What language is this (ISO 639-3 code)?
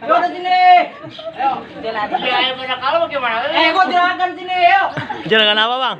bew